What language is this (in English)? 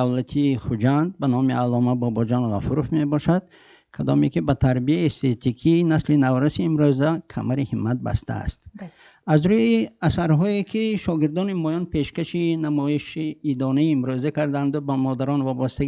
Tajik